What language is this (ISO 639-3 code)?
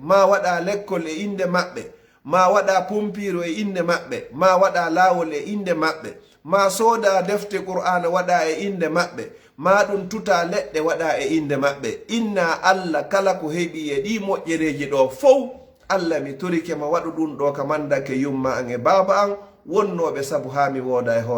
ful